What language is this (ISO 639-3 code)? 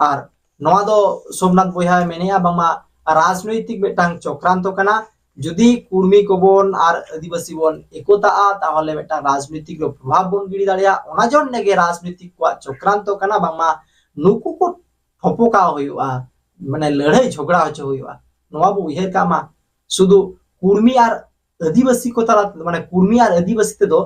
sat